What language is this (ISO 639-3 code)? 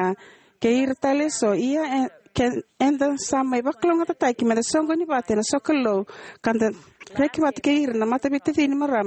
fij